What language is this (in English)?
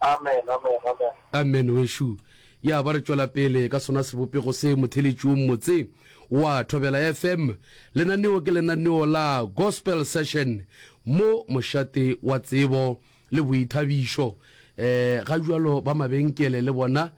Northern Sotho